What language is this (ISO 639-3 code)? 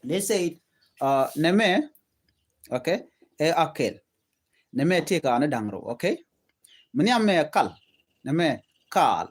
nus